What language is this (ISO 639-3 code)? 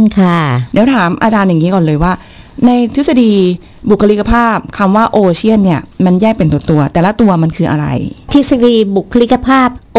tha